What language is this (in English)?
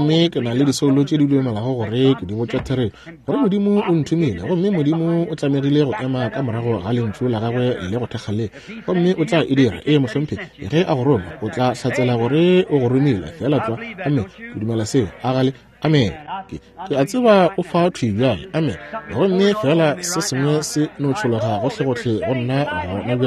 Northern Sotho